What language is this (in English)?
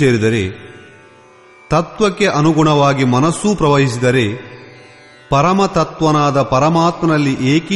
Kannada